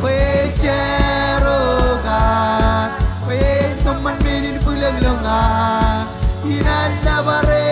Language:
Marshallese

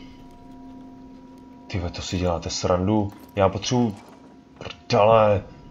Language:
Czech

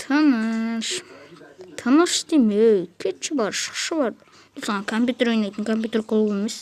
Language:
Kazakh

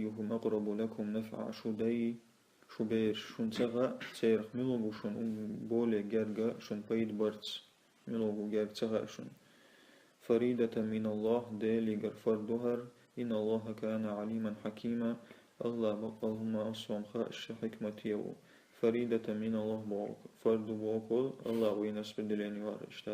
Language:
Chechen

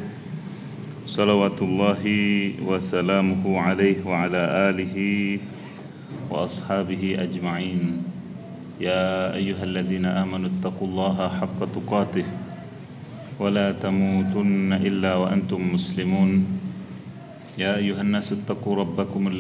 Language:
Indonesian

